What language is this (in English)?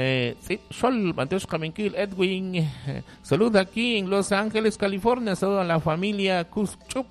Kekchí